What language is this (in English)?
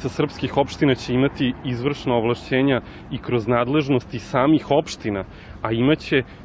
Serbian